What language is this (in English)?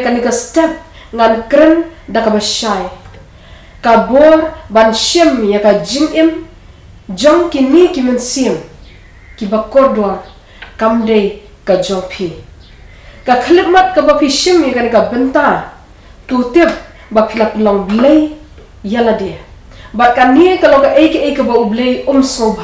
Khasi